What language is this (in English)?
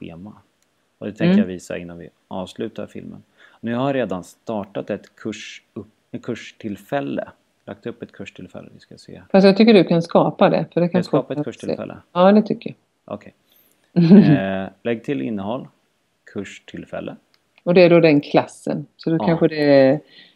Swedish